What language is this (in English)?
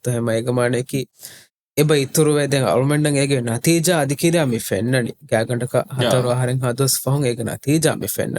Divehi